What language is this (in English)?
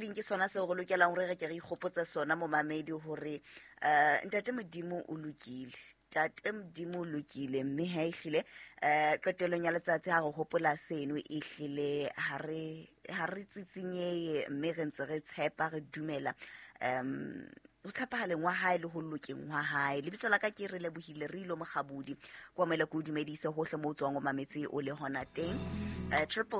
Southern Sotho